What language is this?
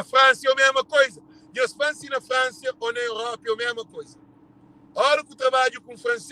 Kabuverdianu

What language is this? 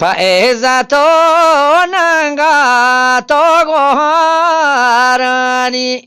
Eastern Balochi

